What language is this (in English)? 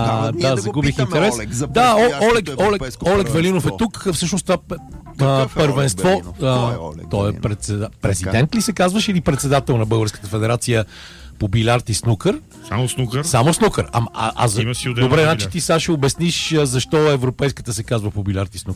Bulgarian